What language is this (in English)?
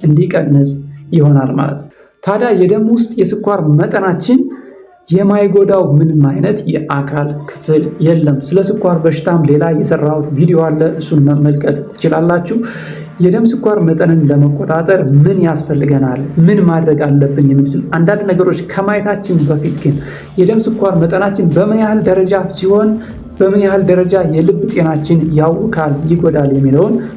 Amharic